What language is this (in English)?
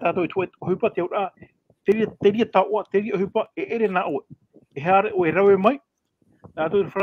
Tahitian